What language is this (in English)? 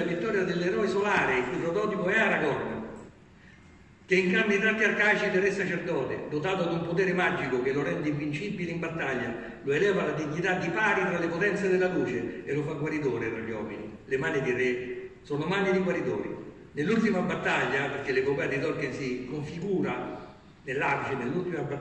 Italian